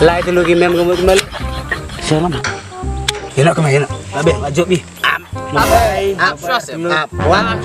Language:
Khasi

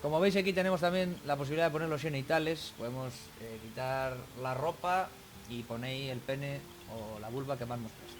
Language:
Asturian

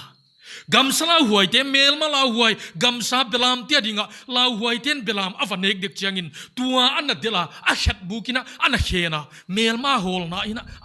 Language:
Paite Chin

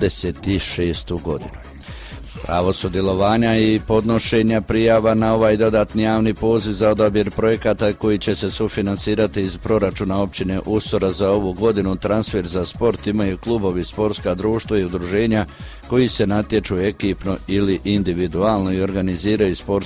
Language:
Croatian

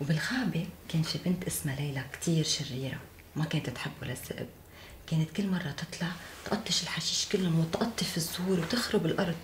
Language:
North Levantine Arabic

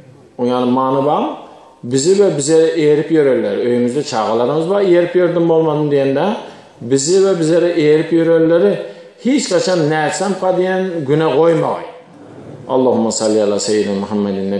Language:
Turkmen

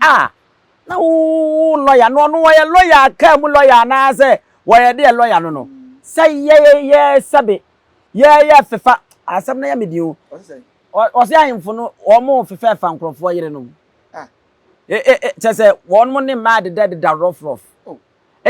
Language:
Akan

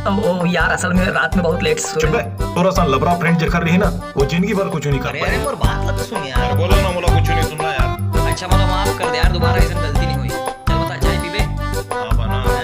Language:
Chhattisgarhi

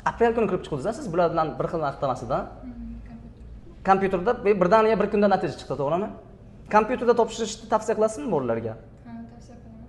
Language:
Uzbek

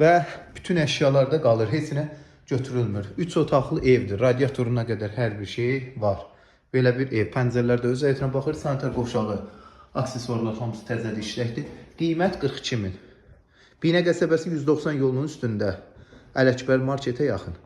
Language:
Azerbaijani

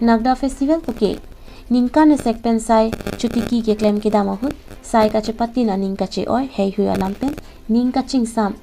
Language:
Karbi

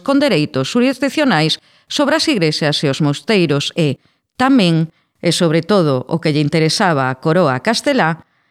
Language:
Galician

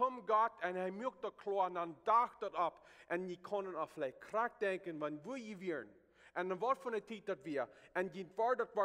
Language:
Plautdietsch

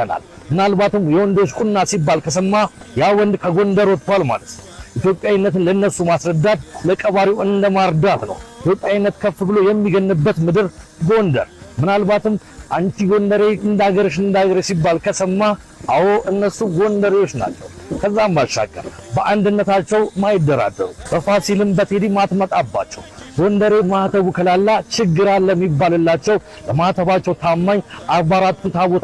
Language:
Amharic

